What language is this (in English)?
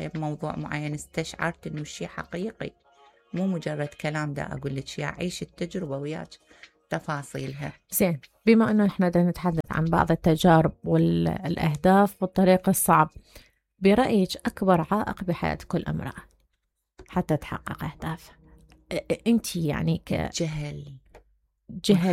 Mesopotamian Arabic